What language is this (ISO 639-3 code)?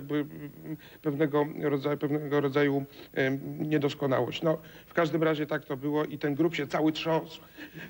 pol